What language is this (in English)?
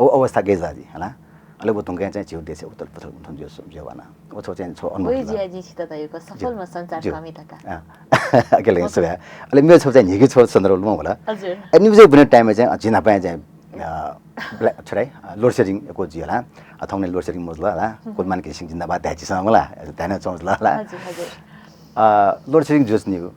Newari